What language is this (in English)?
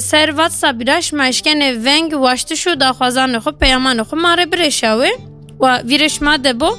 Kurdish